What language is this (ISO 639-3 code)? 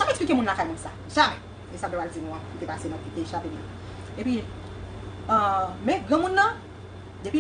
hat